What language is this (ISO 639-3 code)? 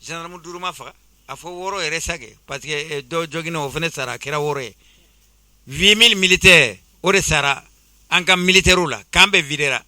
bam